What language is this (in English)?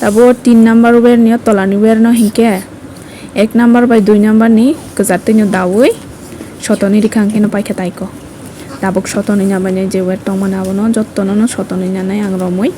Kok Borok